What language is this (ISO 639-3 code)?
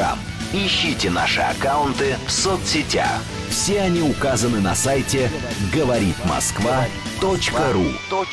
rus